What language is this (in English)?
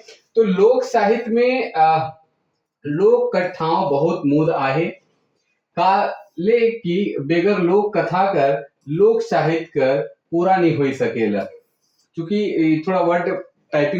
Sadri